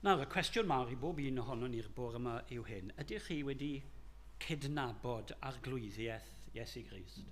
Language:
Welsh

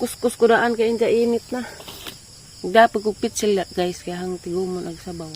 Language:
Cebuano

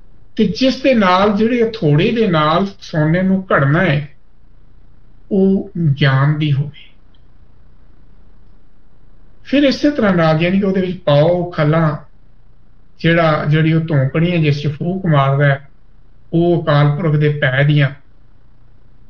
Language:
Punjabi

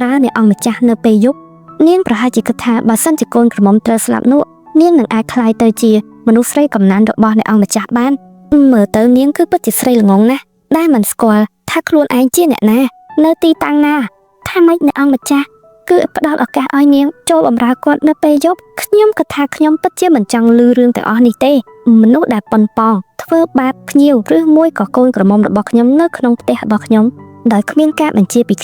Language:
Khmer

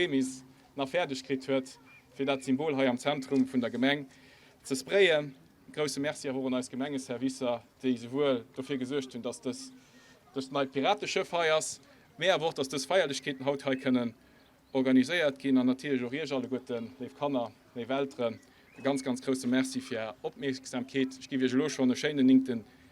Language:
Luxembourgish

